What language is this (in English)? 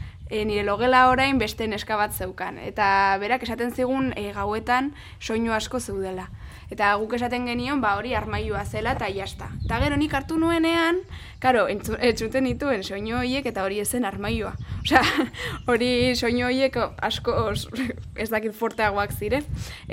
Basque